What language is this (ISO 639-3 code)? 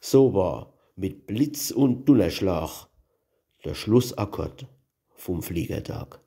pfl